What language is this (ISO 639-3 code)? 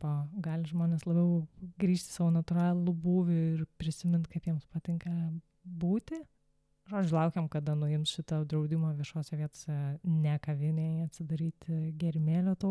lit